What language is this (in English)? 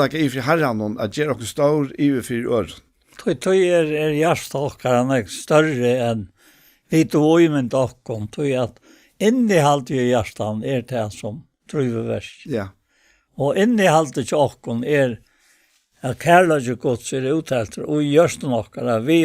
Faroese